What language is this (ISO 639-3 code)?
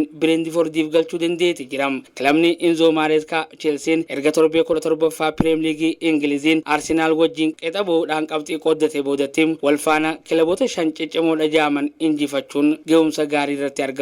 orm